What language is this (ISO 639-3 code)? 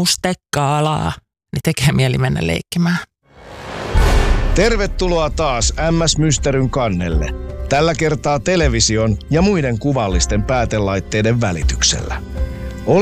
fin